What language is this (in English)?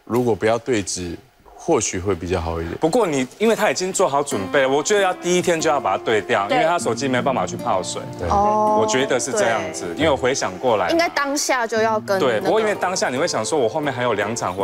Chinese